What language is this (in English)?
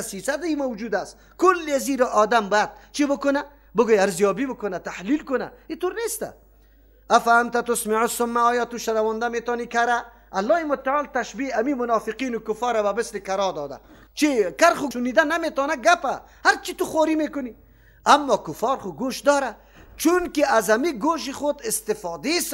Persian